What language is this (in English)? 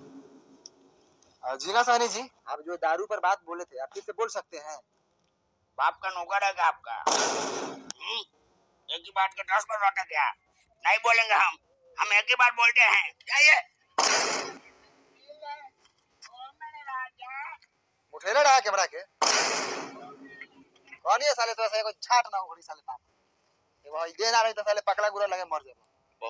Hindi